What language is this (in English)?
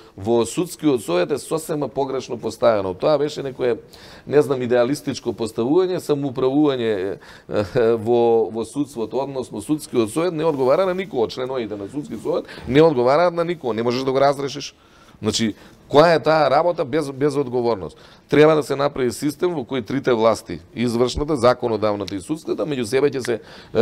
Macedonian